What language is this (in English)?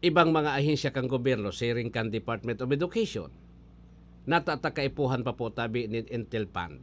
Bikol